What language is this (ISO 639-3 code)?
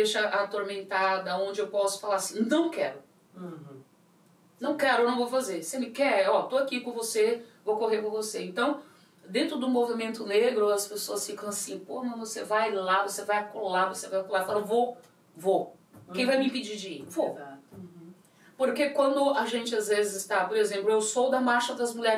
por